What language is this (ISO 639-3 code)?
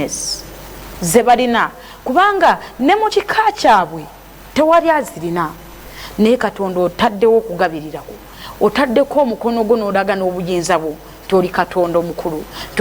lug